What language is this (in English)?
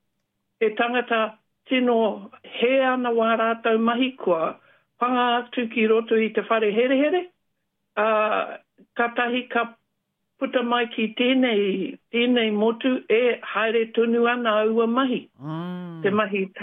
Māori